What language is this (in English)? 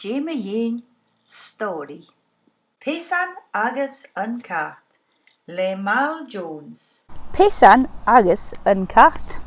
Scottish Gaelic